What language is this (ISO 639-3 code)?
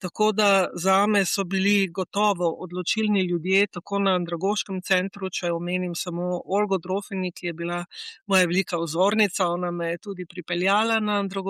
slv